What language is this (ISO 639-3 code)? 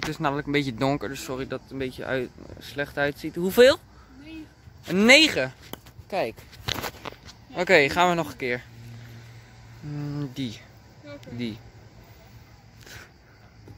nld